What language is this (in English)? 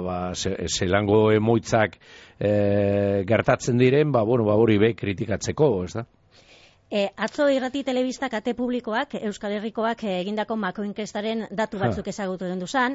Basque